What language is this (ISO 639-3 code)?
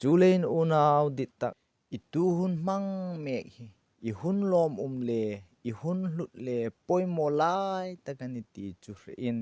hmr